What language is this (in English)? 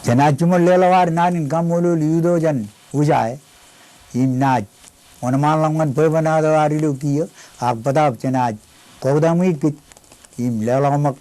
Marshallese